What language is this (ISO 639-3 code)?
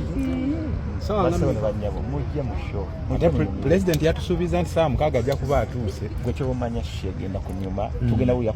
lug